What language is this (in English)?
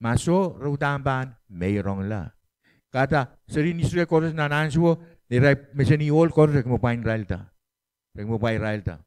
Pohnpeian